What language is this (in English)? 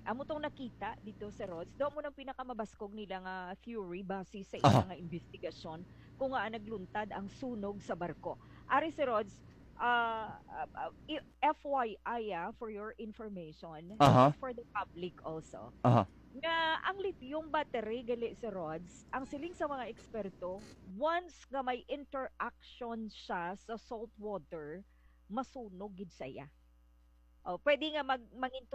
Hiligaynon